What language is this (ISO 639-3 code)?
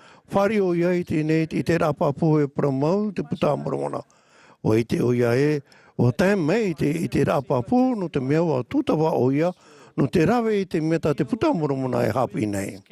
tah